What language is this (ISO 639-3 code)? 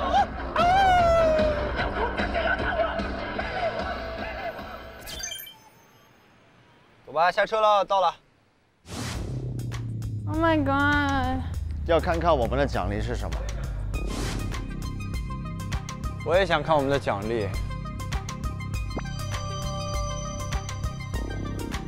zho